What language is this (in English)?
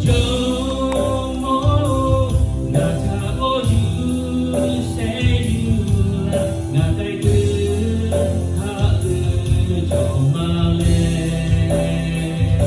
Lahu